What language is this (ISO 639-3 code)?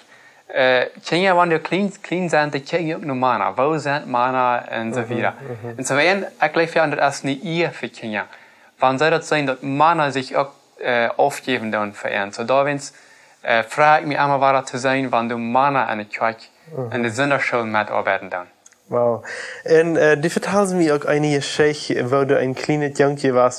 pdt